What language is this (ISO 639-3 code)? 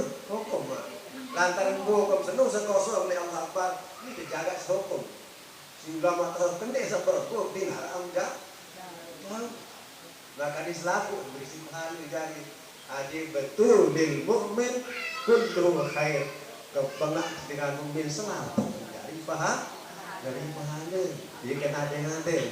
sas